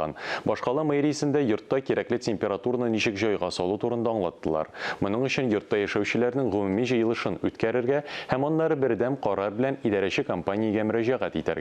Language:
Tatar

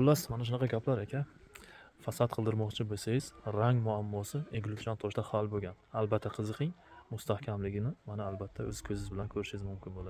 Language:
Uzbek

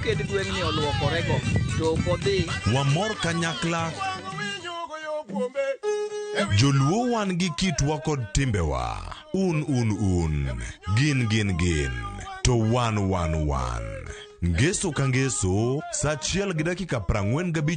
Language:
Luo (Kenya and Tanzania)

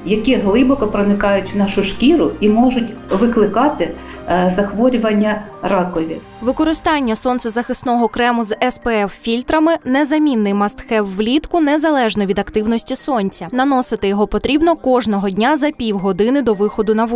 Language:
Ukrainian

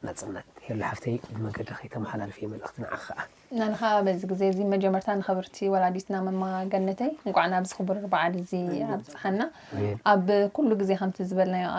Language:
Tigrinya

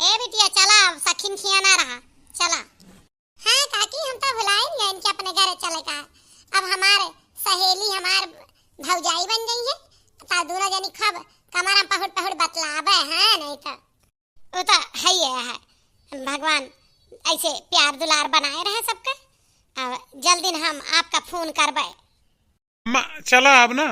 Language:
Awadhi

